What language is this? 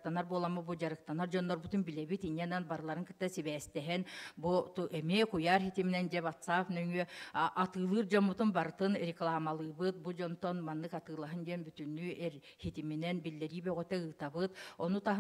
Yakut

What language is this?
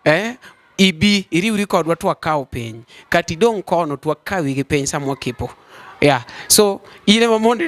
Luo (Kenya and Tanzania)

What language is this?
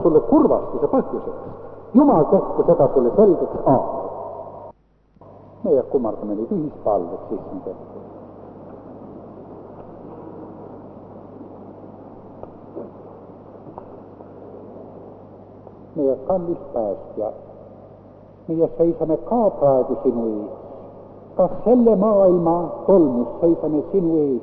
Estonian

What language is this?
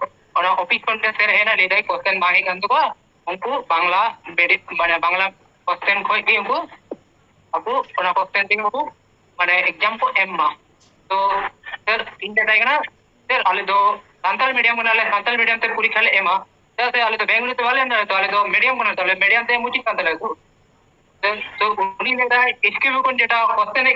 Santali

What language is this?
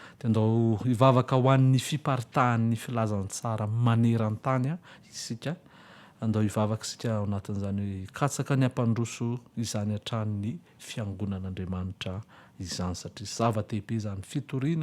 Malagasy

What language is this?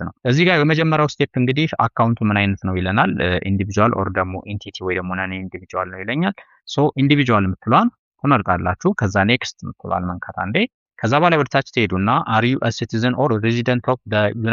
Amharic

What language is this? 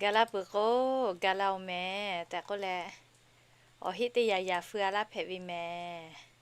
Lahu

